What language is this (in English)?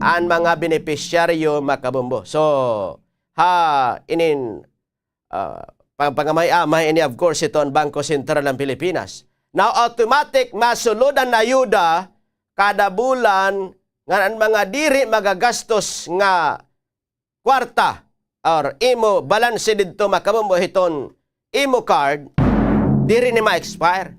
Waray